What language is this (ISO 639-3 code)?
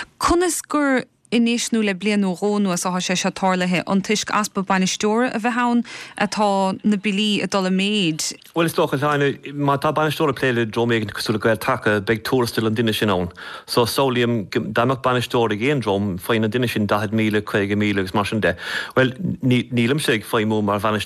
gle